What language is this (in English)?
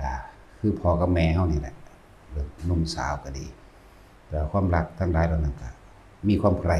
Northeastern Thai